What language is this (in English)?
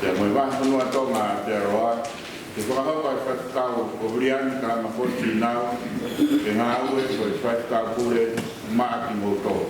Tongan